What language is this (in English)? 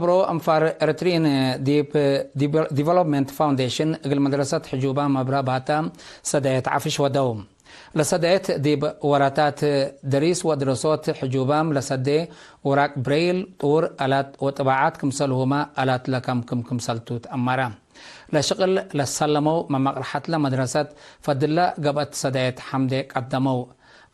Tigre